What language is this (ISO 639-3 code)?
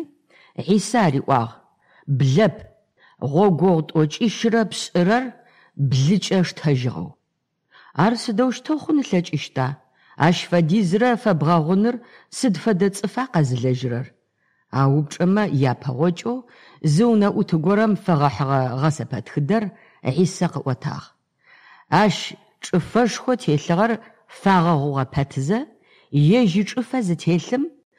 ady